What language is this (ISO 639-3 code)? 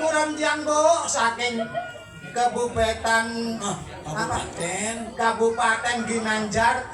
ban